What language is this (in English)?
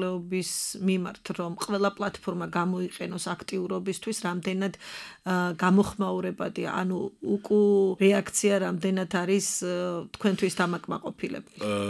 Georgian